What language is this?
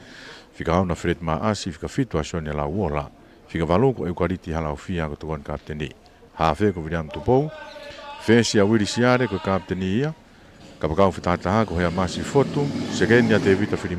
Tongan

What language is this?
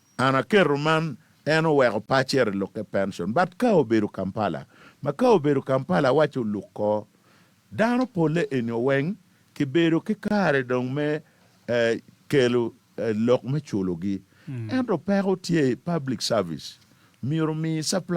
Acoli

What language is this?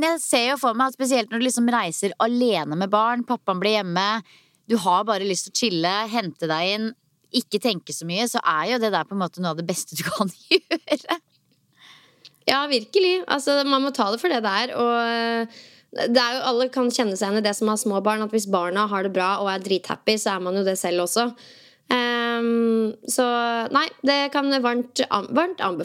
Norwegian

